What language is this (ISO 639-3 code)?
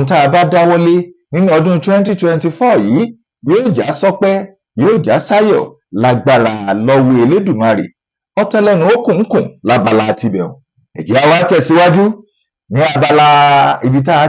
yor